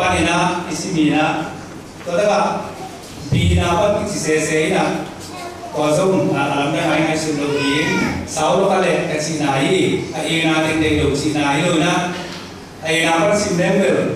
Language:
Tedim Chin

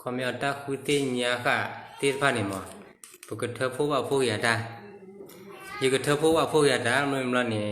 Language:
S'gaw Karen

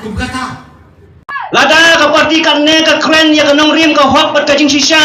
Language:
Khasi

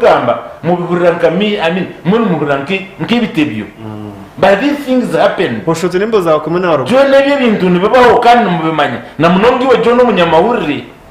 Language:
Nyankole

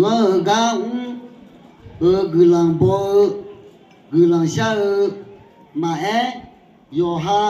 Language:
Akha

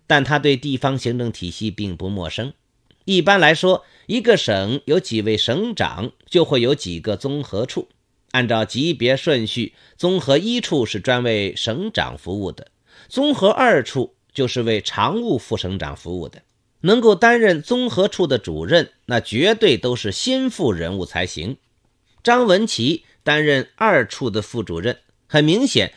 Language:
Chinese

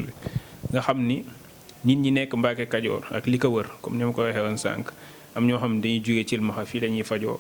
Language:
Wolof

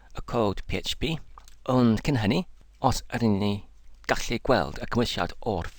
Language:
Welsh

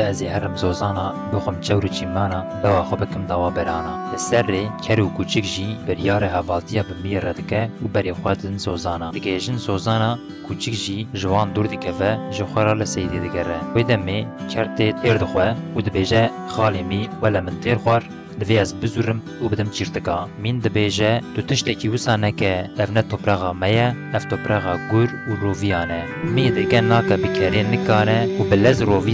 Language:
Kurdish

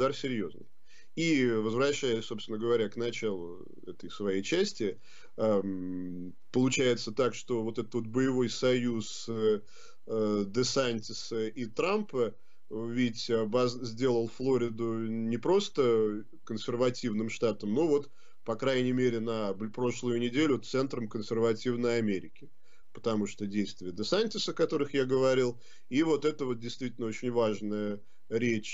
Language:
Russian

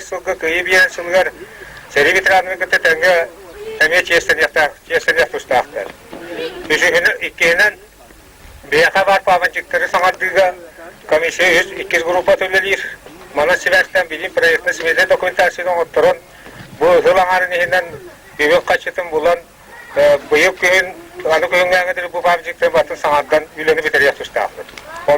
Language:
Yakut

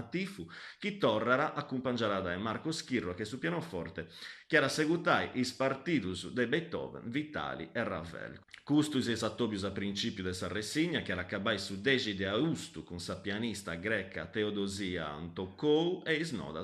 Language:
Sardinian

